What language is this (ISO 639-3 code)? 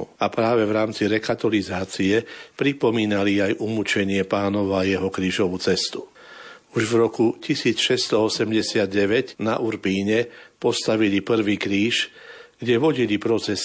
slk